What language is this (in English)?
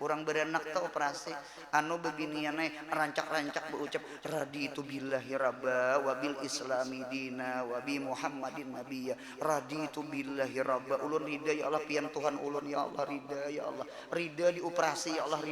Banjar